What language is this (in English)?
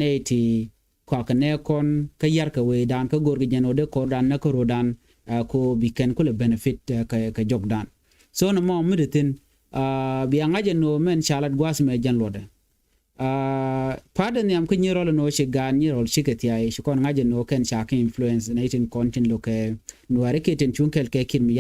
Nuer